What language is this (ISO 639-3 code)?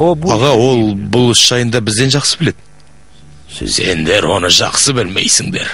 kaz